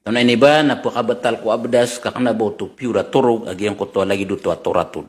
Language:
Maranao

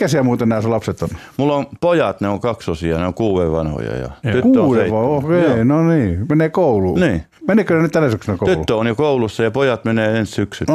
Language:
Finnish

